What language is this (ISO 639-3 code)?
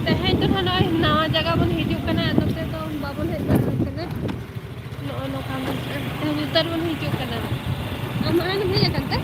sat